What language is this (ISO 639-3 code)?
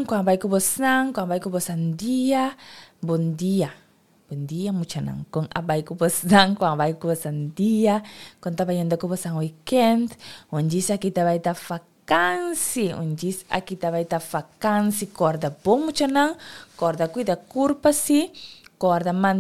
pap